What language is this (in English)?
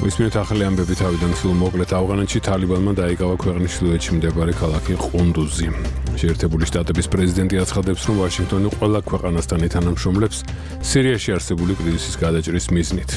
Georgian